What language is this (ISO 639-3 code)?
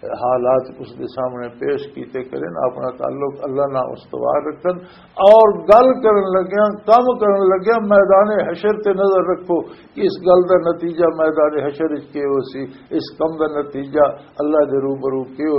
lah